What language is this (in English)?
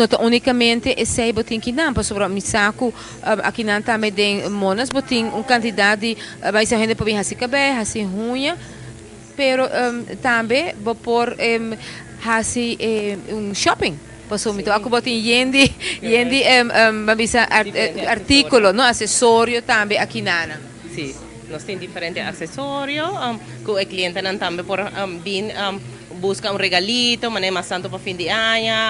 Papiamento